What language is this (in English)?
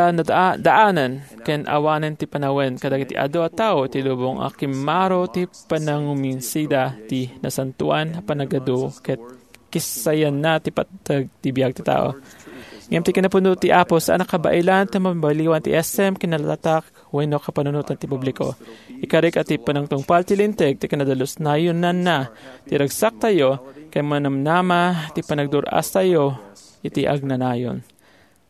Iloko